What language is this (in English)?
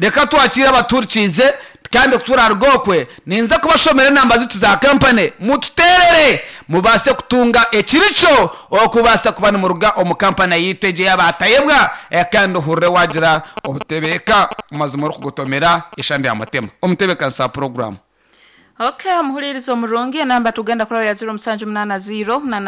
Nyankole